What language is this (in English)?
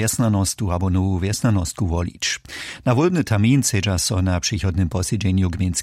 Upper Sorbian